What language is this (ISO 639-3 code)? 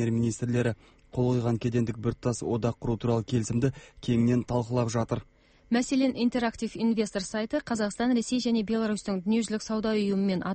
kaz